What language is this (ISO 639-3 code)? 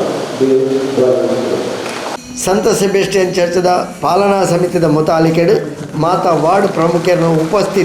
kok